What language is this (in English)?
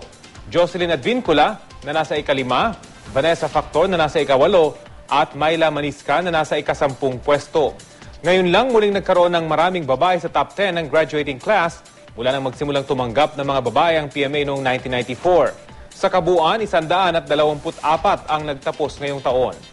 Filipino